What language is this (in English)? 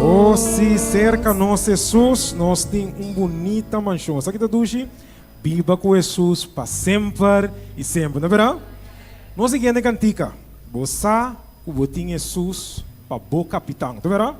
Papiamento